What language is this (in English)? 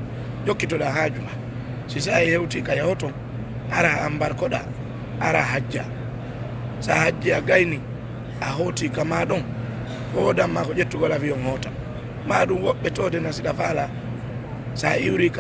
Fula